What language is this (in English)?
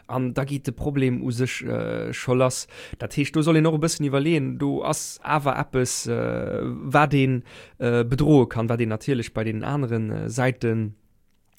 Luxembourgish